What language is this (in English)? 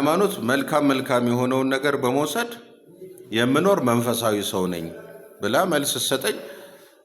Amharic